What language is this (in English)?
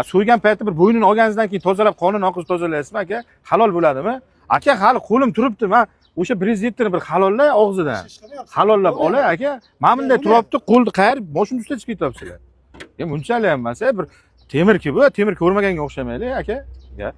Uzbek